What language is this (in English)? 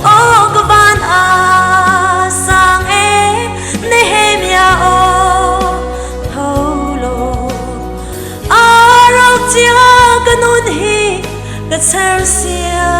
Hakha Chin